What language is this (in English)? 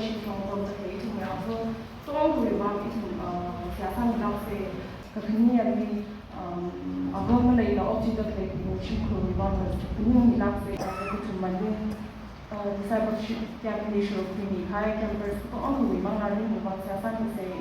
Tangkhul Naga (India)